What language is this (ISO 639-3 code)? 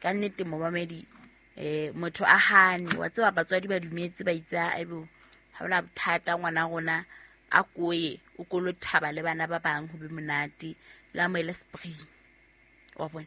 sot